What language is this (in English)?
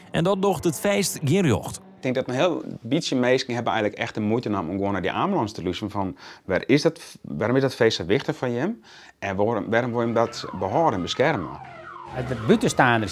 Western Frisian